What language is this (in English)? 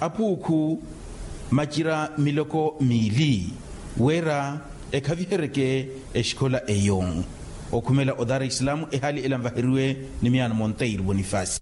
Makhuwa